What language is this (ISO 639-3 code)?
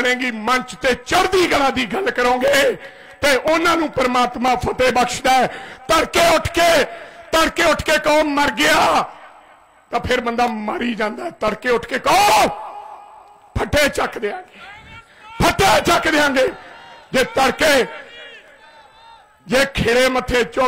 pan